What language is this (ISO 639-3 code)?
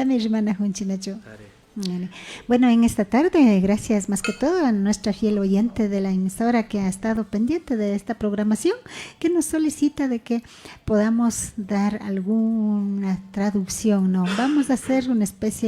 qvi